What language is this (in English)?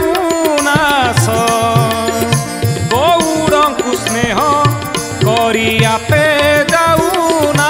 Odia